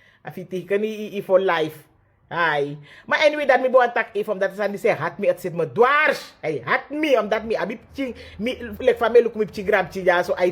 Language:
Sranan Tongo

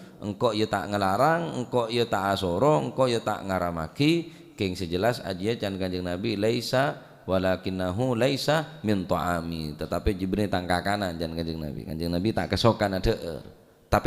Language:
Madurese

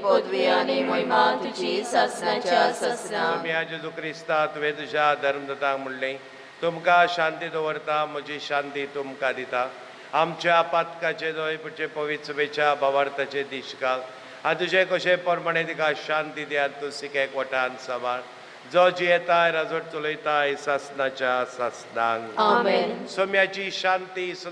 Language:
Konkani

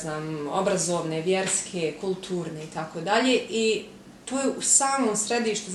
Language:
Bosnian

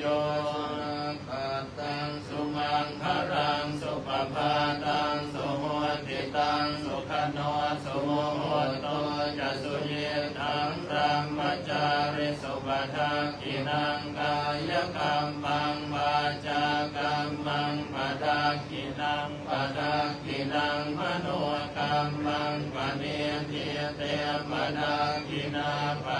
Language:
Pali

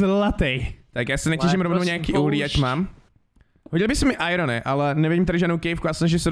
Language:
Czech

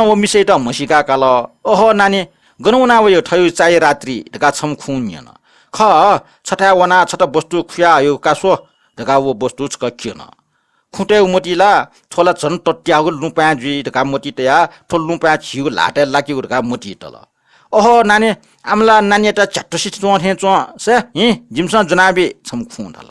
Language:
Newari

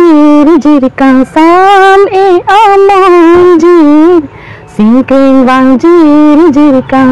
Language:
Karbi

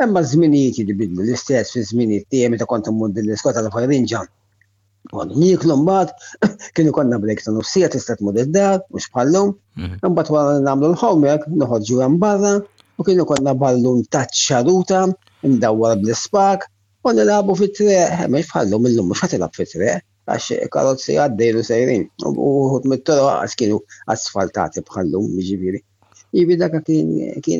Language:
Maltese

